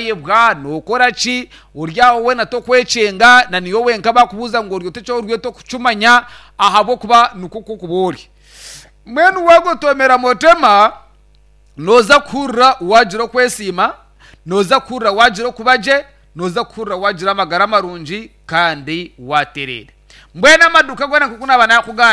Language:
Nyankole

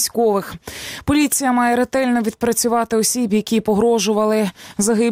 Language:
Ukrainian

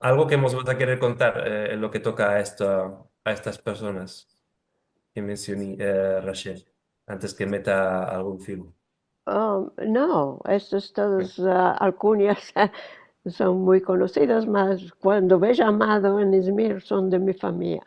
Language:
Ladino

